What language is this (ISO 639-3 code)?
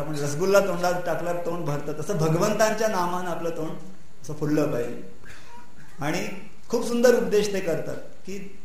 mar